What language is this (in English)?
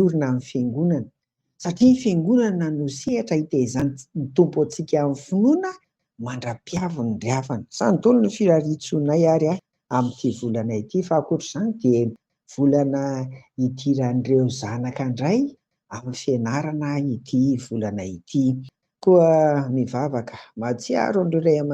Malagasy